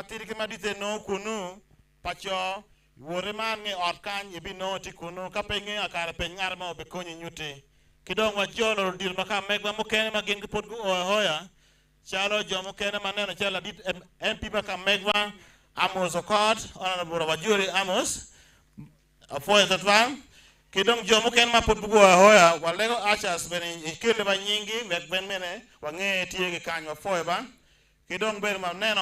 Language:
Acoli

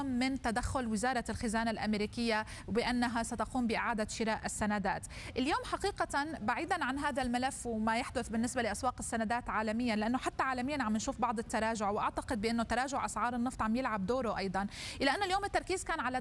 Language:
Arabic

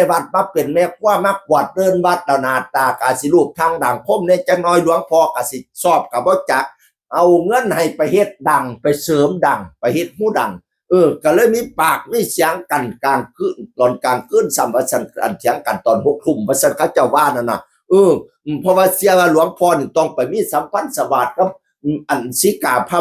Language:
Northeastern Thai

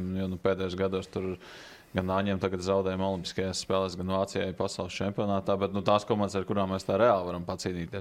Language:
Latvian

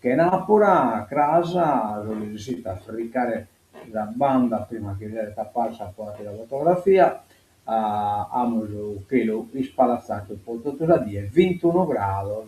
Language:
Sardinian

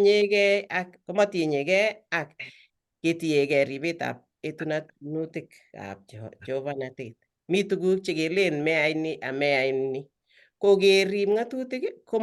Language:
Kalenjin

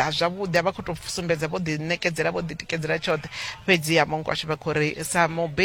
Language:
Venda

